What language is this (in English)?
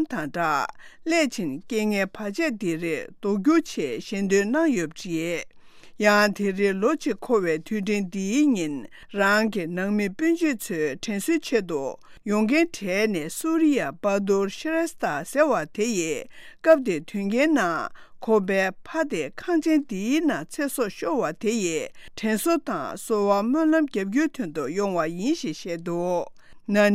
Tibetan